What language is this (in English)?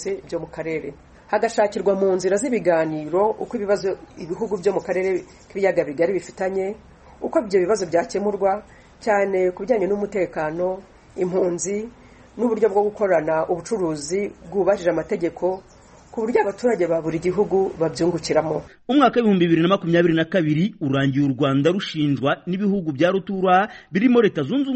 Kinyarwanda